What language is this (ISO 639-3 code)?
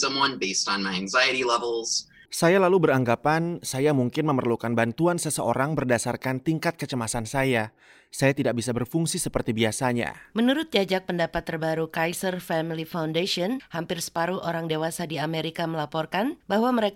ind